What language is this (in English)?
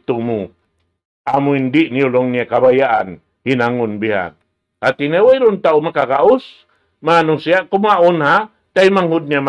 Tausug